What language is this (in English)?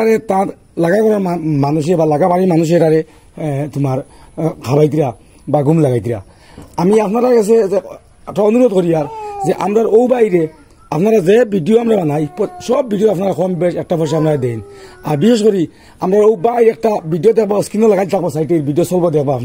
Sylheti